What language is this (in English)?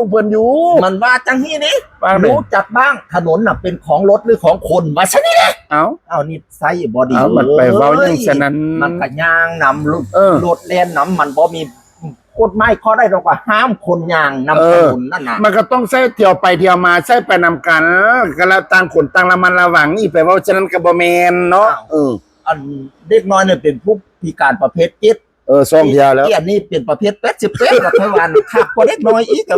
Northeastern Thai